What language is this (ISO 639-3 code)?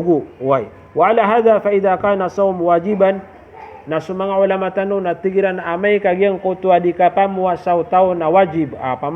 mrw